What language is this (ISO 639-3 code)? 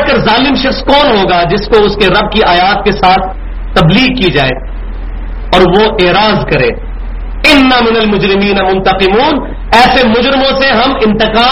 urd